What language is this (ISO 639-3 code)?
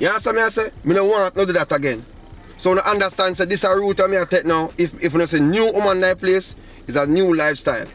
jam